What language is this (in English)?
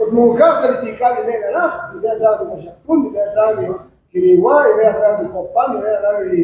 Kekchí